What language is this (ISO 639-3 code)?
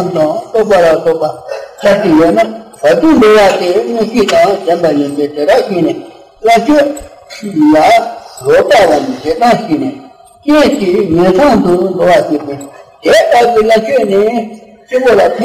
bod